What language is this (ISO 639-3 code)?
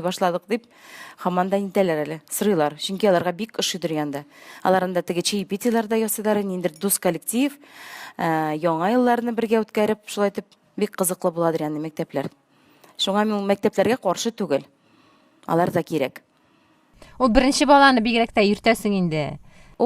tat